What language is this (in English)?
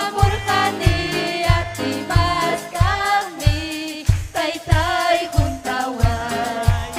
Ayacucho Quechua